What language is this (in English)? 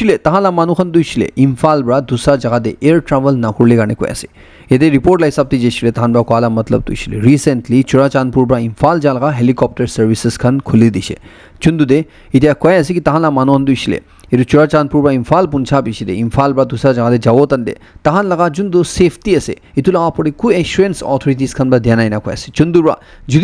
Naga Pidgin